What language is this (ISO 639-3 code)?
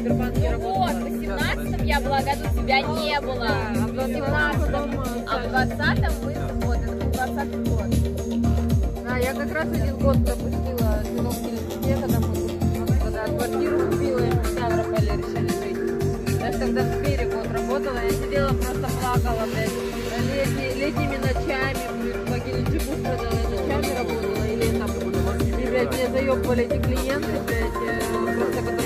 rus